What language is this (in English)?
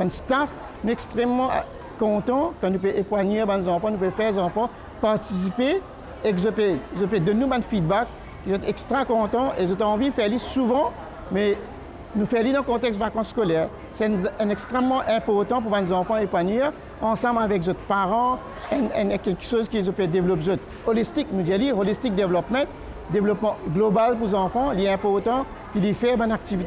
Morisyen